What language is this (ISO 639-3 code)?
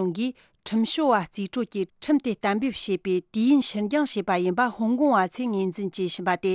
bod